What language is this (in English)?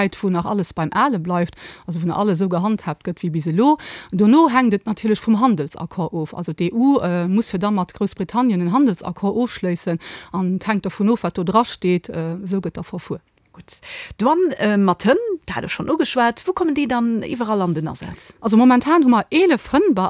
Luxembourgish